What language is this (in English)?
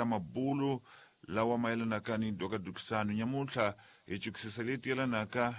Tsonga